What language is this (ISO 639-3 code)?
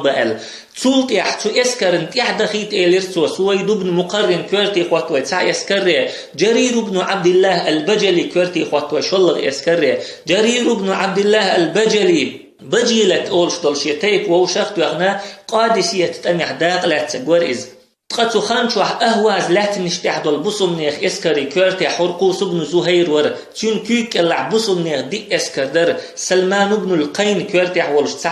che